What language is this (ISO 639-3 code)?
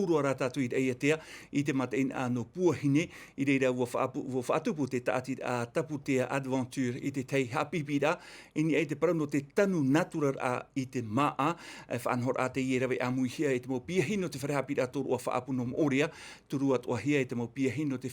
tah